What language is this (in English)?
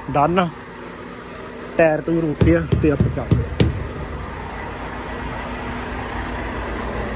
Punjabi